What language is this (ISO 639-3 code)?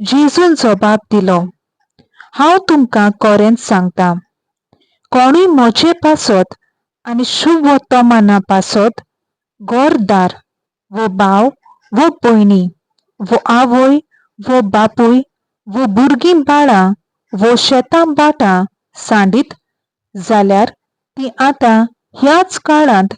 kok